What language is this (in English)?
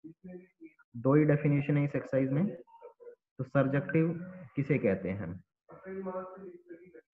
Hindi